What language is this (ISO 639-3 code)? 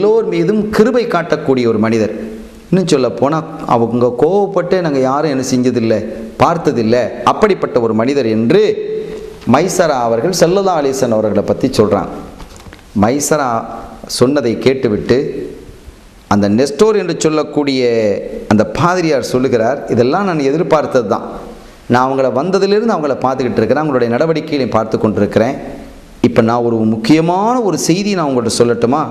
tam